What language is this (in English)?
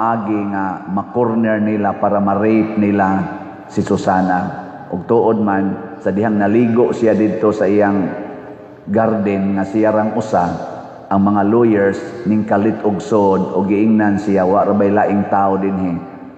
Cebuano